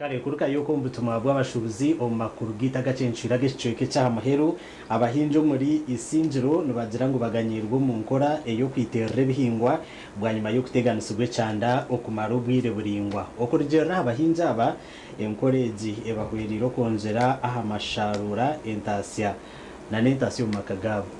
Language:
Nyankole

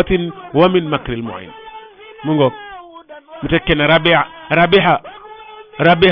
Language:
Wolof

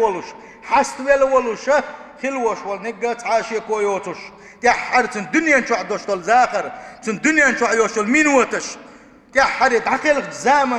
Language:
Chechen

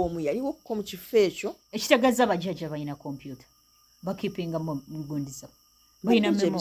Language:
Ganda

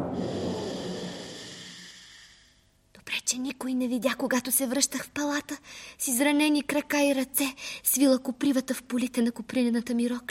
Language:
Bulgarian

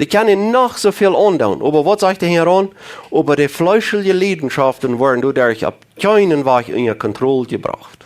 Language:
Plautdietsch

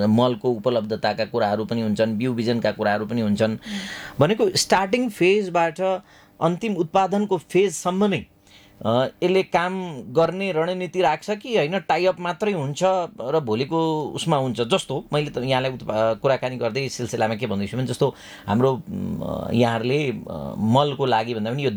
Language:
Nepali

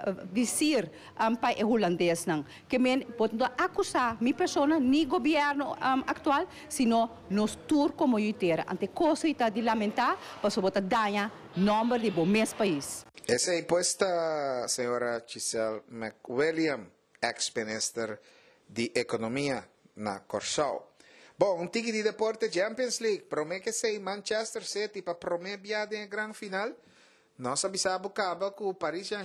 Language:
Papiamento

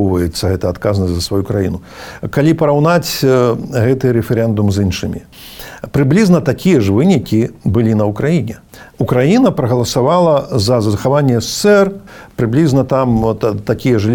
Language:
Belarusian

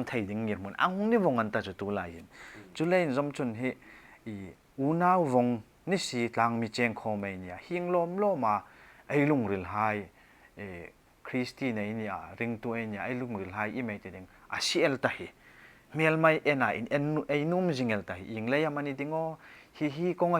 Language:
Hmar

